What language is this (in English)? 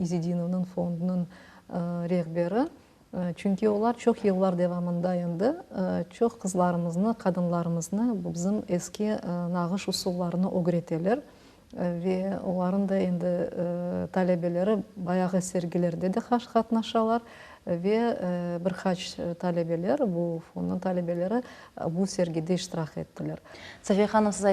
Crimean Tatar